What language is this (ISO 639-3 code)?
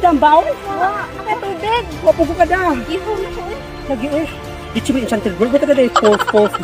ceb